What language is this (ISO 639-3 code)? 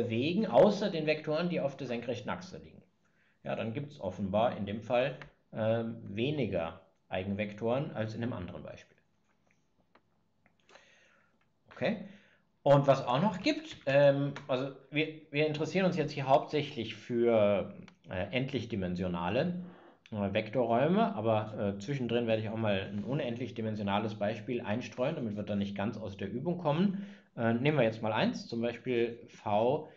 deu